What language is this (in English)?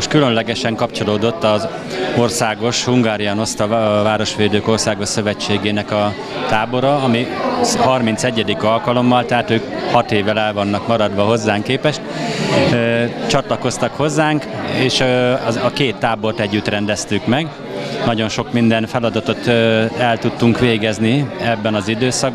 Hungarian